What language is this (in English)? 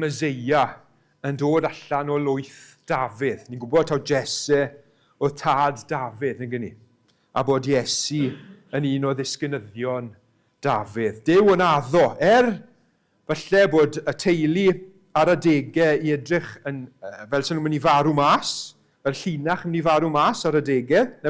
Welsh